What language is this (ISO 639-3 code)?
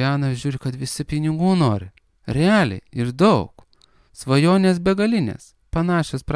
lit